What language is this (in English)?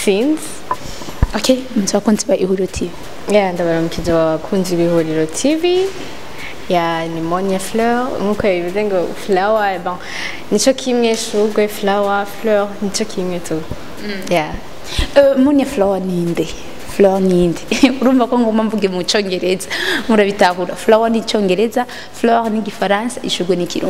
Rundi